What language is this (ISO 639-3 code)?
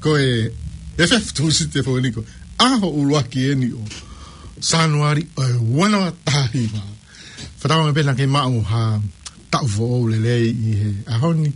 ton